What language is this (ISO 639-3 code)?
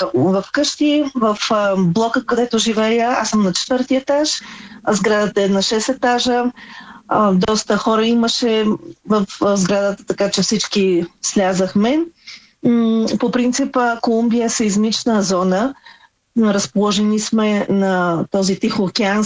bul